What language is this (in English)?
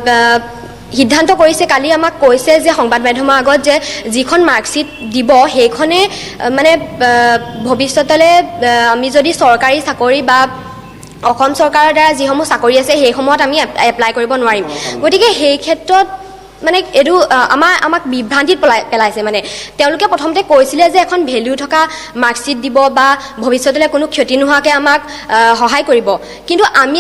Assamese